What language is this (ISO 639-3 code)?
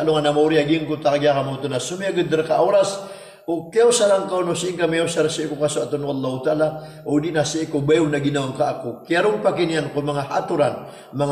mrw